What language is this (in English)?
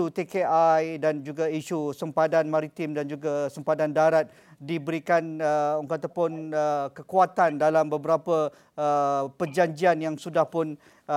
Malay